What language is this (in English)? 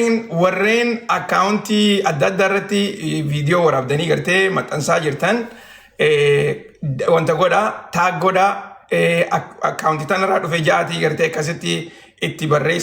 Oromo